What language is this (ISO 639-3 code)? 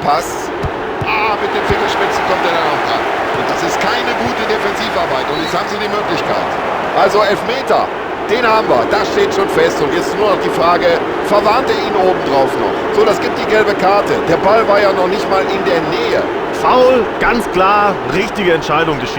bar